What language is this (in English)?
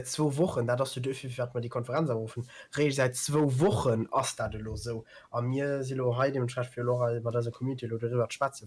Luxembourgish